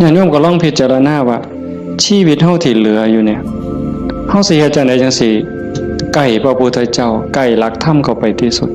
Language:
Northeastern Thai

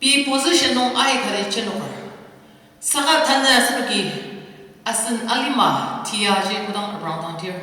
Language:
Ao Naga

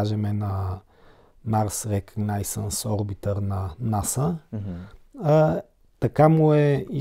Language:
Bulgarian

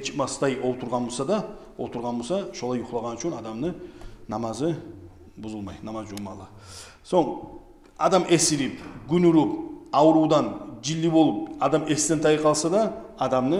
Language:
Kumyk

